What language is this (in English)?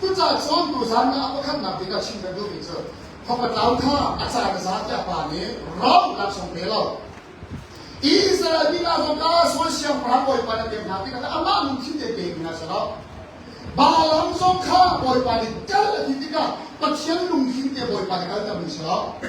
Hakha Chin